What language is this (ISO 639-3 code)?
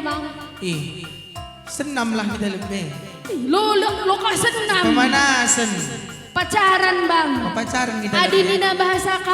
btx